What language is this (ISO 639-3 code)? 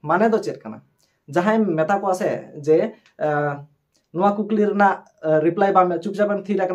sat